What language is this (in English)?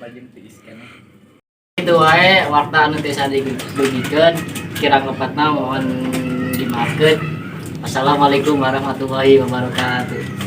Sundanese